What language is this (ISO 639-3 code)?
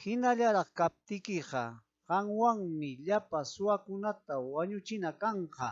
quy